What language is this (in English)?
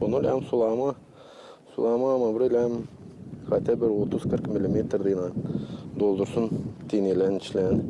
Gagauz